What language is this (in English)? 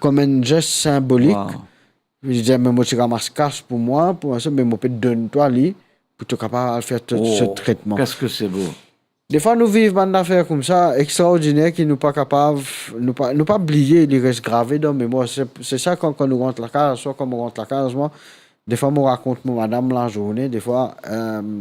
Morisyen